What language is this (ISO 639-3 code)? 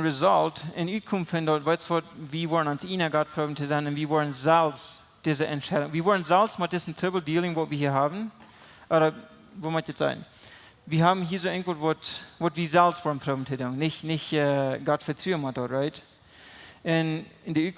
pdt